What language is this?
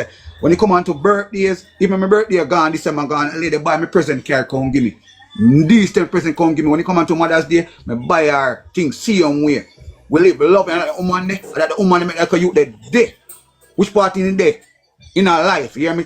Jamaican Creole English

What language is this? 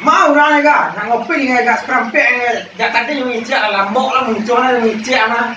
Minangkabau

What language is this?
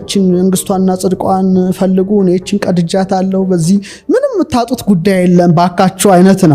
Amharic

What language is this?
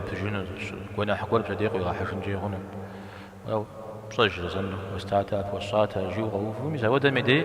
Kabardian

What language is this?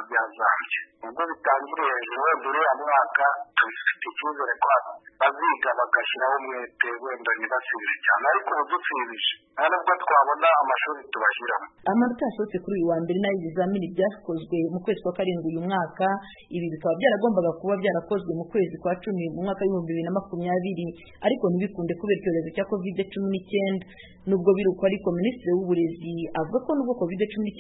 Kinyarwanda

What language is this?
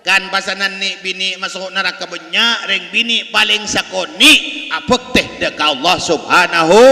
Madurese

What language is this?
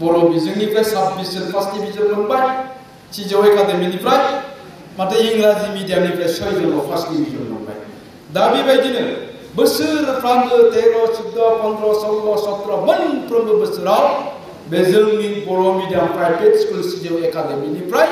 Bodo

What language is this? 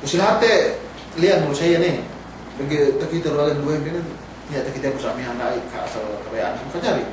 Yakan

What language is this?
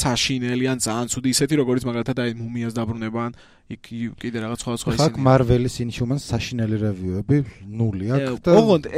Georgian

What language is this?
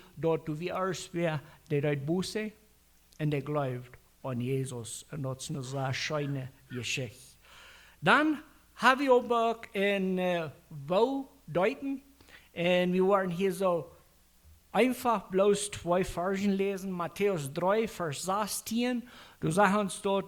Plautdietsch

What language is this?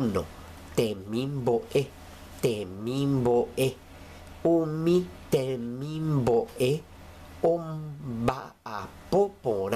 Guarani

